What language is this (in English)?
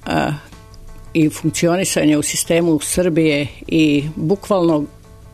Serbian